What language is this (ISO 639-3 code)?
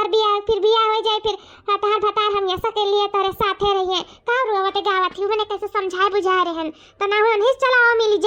awa